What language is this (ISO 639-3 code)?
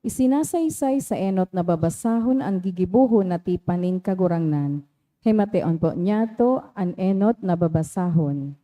bik